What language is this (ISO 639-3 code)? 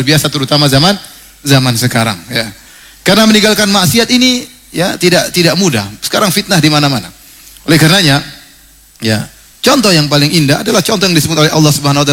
ind